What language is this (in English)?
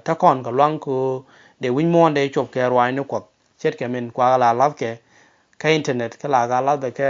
Nuer